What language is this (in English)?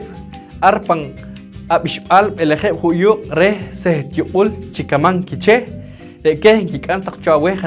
Poqomchi'